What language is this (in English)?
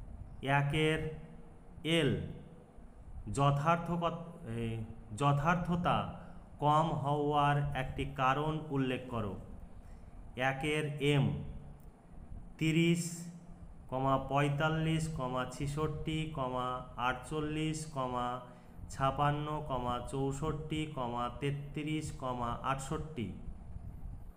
Bangla